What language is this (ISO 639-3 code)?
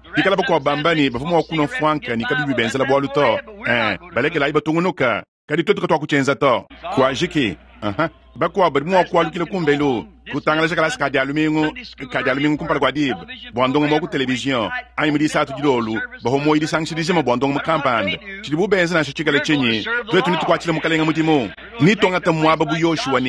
lua